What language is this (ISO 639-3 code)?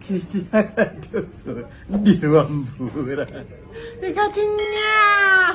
sna